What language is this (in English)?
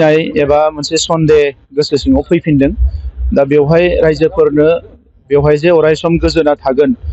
Bodo